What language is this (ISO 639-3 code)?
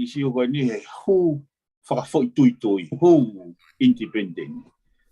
ton